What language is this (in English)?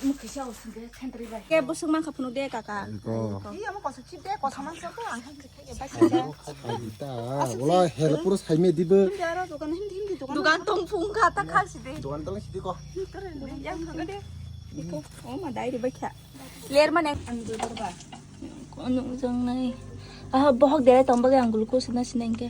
Kok Borok